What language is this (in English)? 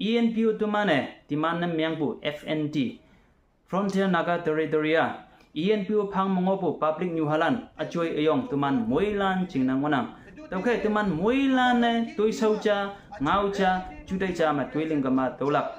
Konyak Naga